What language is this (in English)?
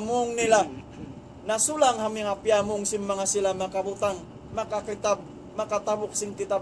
Tausug